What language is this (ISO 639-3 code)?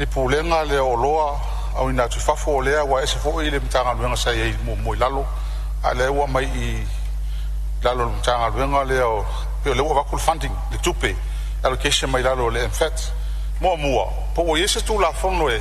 smo